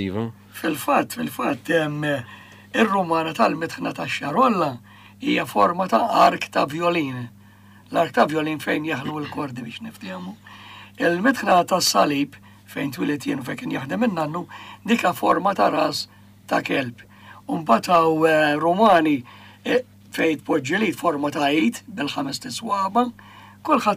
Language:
Maltese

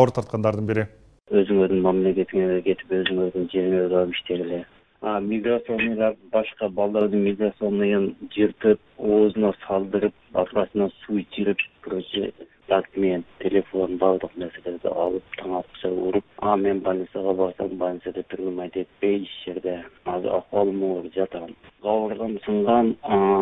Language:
Kyrgyz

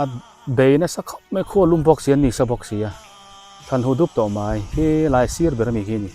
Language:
Biete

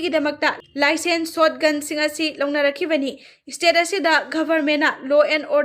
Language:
Manipuri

